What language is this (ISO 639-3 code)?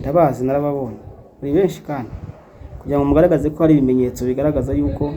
kin